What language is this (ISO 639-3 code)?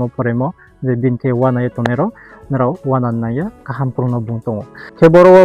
ria